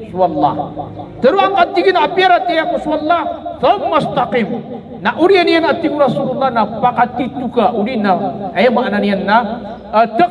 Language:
Maranao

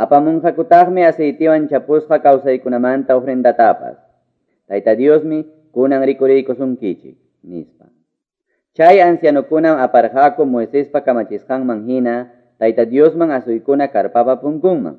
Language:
Quechua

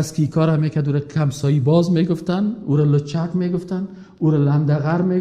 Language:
Persian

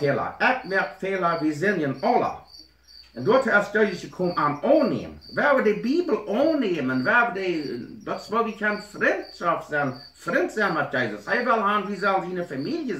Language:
Plautdietsch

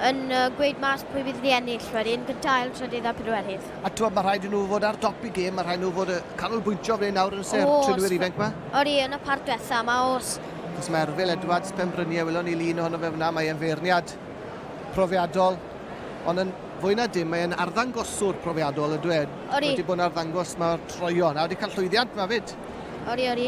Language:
Welsh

